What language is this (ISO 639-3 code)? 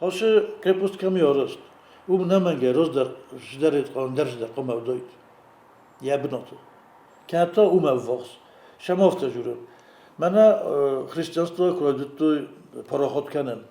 oss